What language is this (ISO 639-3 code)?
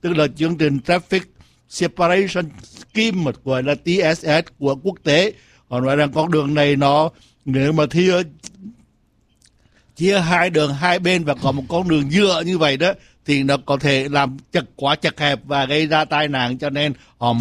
vie